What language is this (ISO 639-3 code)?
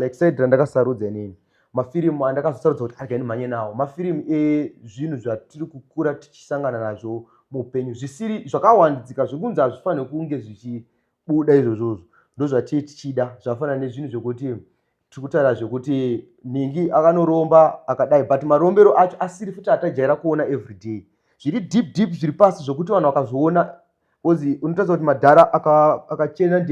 sna